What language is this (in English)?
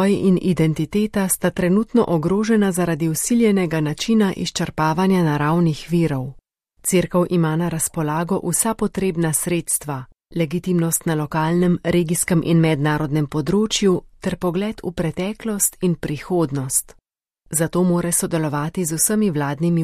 Slovenian